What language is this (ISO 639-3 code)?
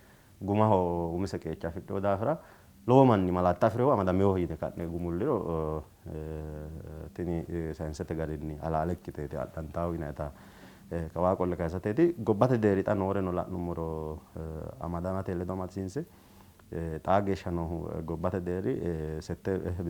sid